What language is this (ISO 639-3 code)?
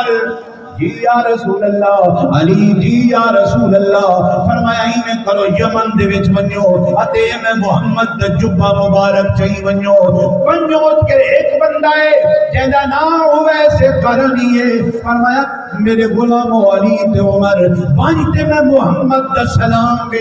skr